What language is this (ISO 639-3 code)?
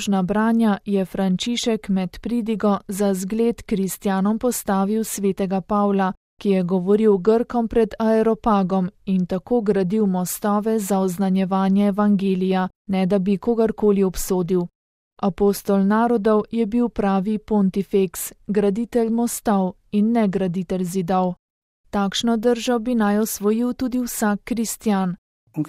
slv